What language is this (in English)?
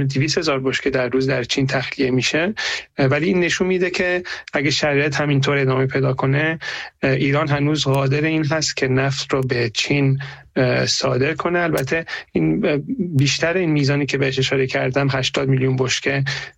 Persian